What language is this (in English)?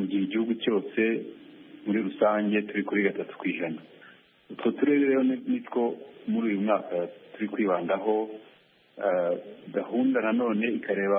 Kinyarwanda